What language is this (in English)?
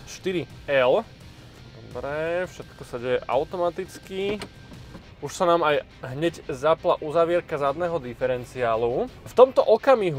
Slovak